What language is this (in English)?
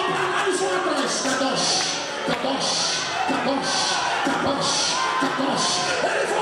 Portuguese